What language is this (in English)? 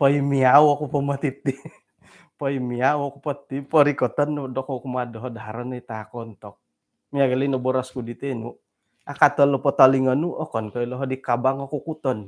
Central Dusun